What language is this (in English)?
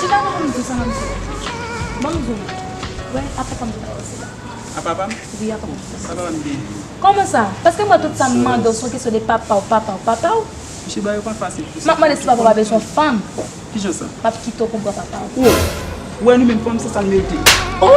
Haitian Creole